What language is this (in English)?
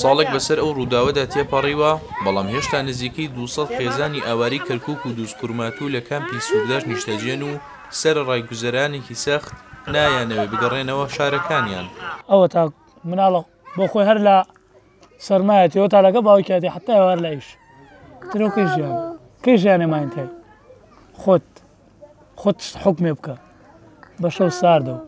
Central Kurdish